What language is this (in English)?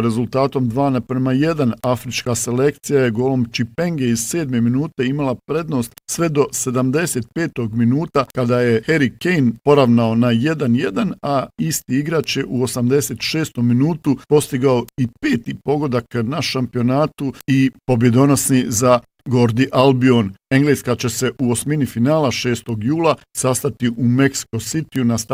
Bosnian